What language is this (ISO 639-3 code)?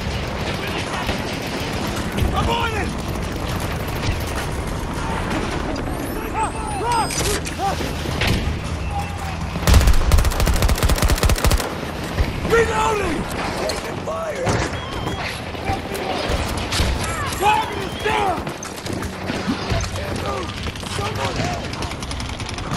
eng